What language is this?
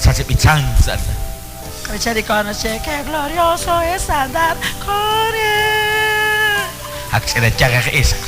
Kekchí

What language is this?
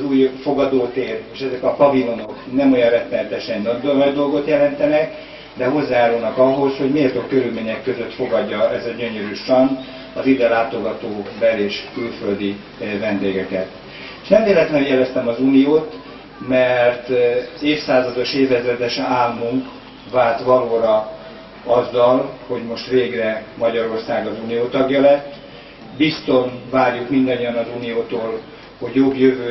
Hungarian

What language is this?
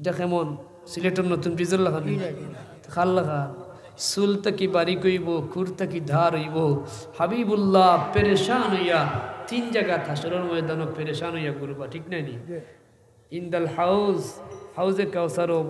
Sylheti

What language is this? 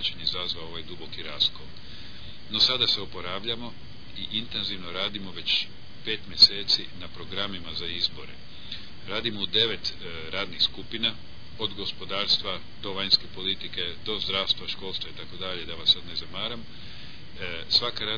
Croatian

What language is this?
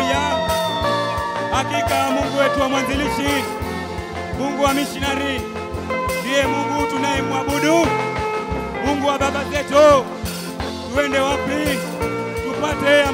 Swahili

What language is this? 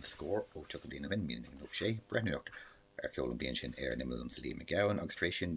Irish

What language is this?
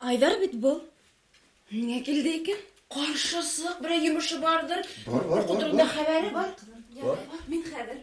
Bashkir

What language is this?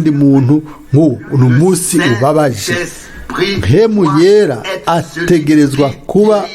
Rundi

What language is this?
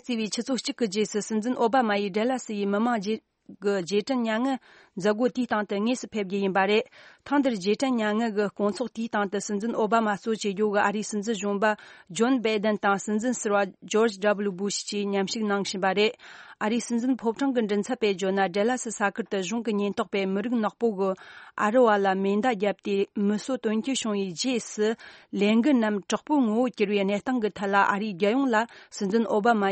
Tibetan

